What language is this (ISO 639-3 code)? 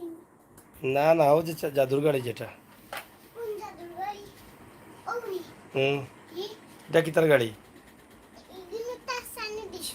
syl